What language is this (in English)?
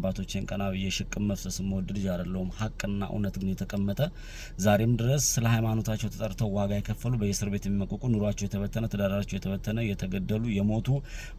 Amharic